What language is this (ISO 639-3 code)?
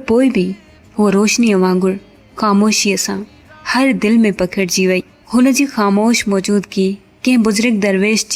snd